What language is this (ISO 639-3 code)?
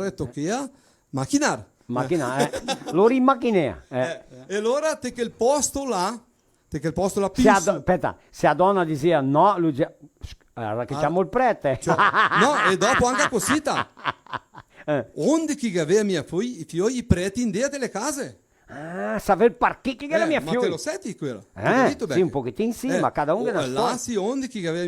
vec